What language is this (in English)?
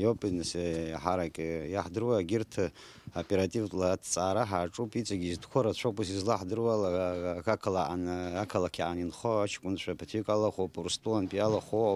Abkhazian